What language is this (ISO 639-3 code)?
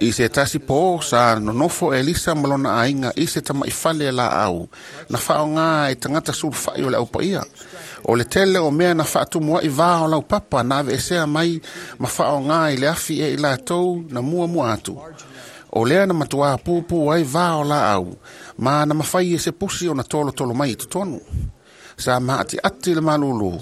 smo